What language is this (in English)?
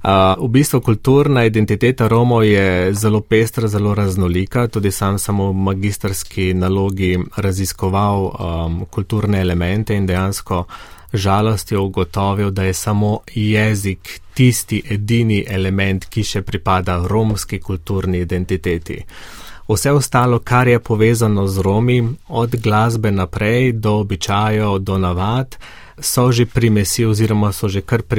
Slovenian